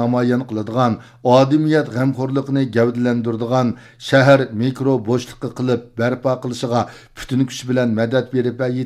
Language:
Uyghur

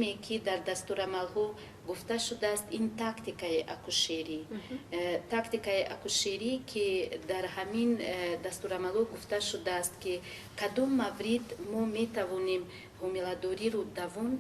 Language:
Tajik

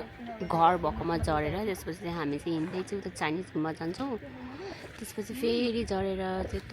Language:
Nepali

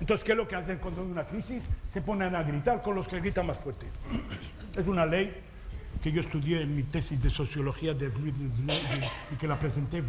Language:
Ladino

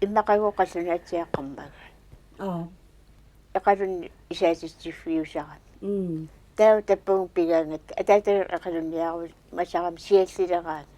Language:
Kalaallisut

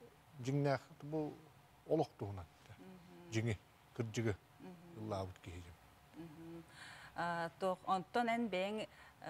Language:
Yakut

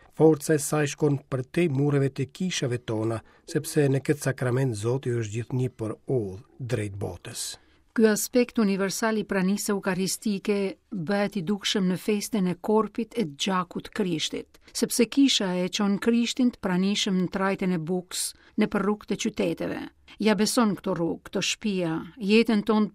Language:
Albanian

